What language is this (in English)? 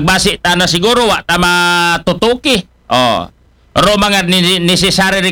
Filipino